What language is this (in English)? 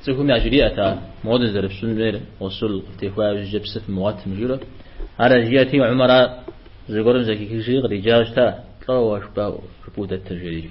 Kabardian